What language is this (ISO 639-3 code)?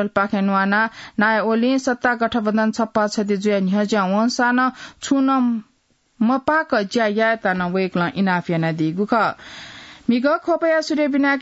new